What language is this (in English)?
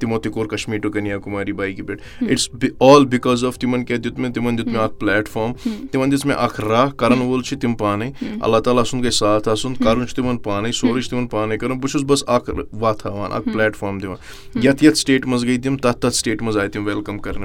Kashmiri